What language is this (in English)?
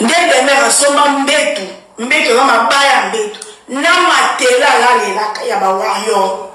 Lingala